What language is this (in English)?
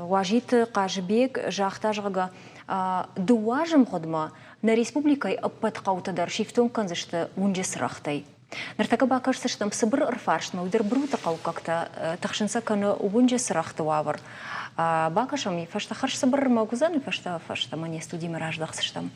Ossetic